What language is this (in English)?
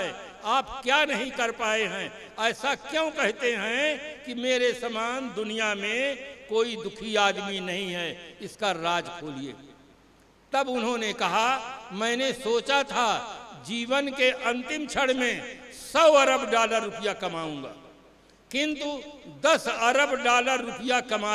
Hindi